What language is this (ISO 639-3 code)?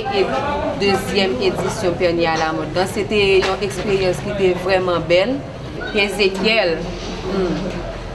hat